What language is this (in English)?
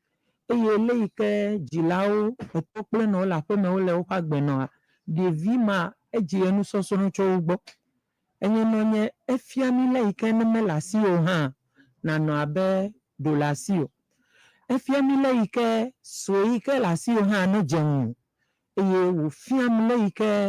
Ewe